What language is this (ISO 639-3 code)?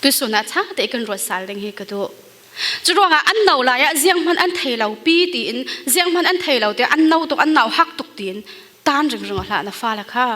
cfm